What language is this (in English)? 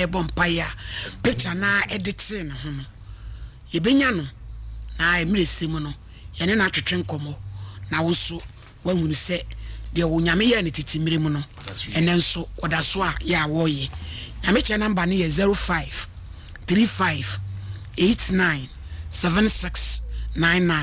Akan